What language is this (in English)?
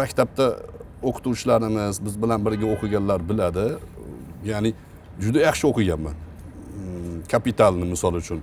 Uzbek